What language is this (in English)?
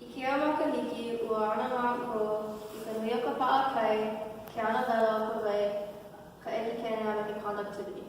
Hawaiian